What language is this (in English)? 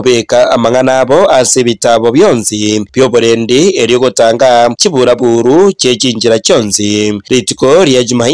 Gusii